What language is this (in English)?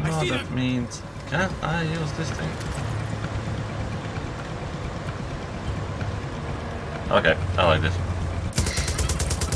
English